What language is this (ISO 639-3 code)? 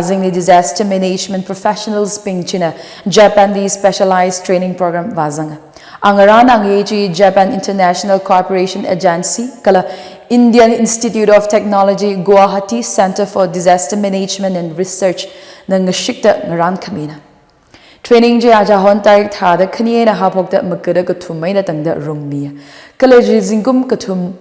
nmf